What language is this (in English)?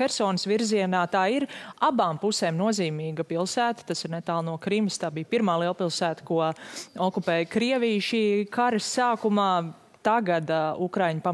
Latvian